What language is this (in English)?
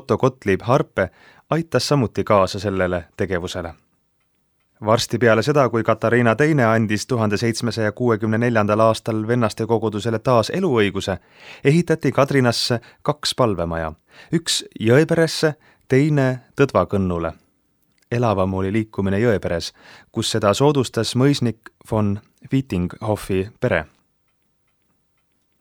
Estonian